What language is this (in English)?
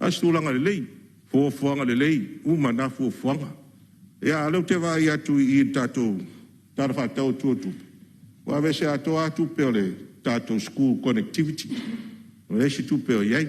Samoan